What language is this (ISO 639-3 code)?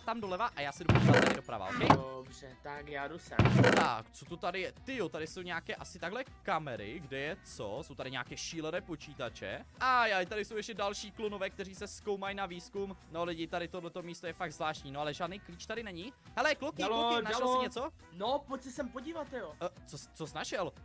ces